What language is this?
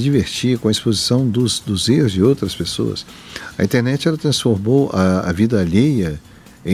Portuguese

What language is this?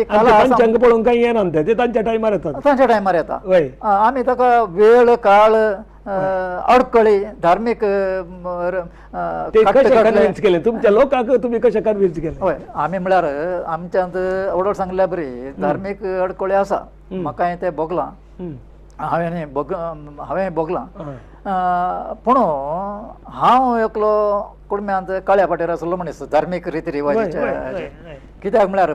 Konkani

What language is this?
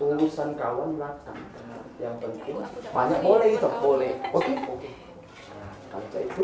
Musi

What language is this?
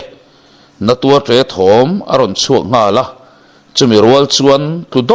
Mizo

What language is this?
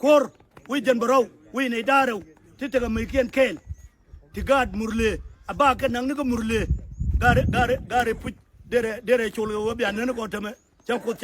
Nuer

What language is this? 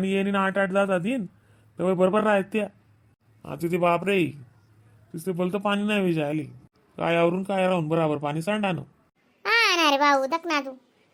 Khandesi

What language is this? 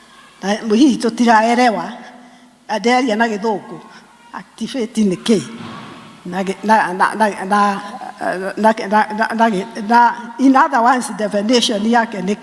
Kikuyu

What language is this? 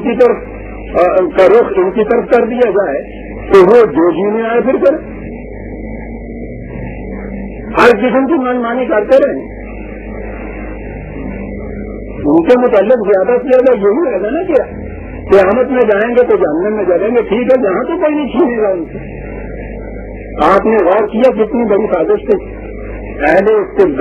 Urdu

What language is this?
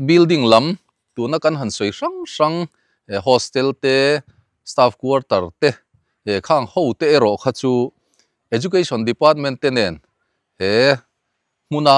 Mizo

